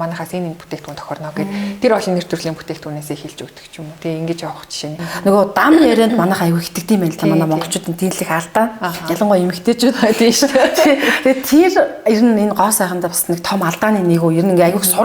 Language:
Mongolian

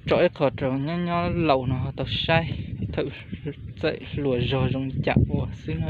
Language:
Hmong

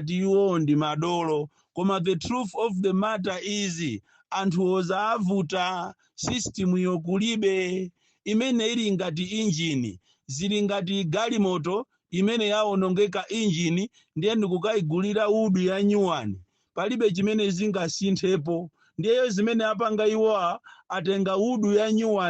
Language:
Nyanja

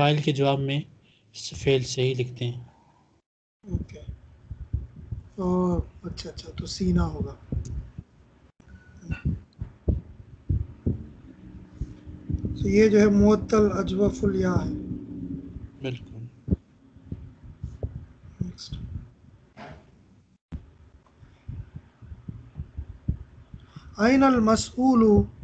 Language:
Urdu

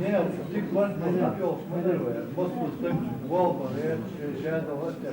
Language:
Chechen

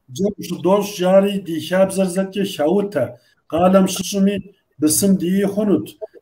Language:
Kabardian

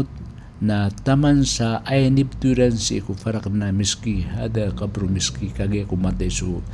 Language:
Maranao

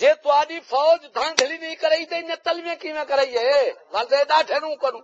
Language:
Saraiki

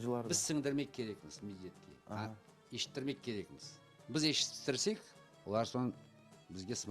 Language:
Crimean Tatar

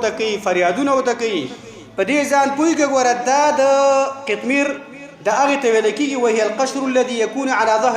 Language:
Pashto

